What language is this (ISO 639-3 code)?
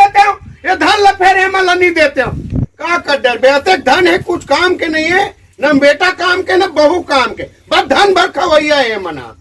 hne